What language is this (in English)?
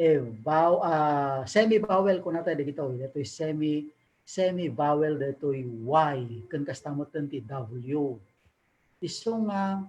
Iloko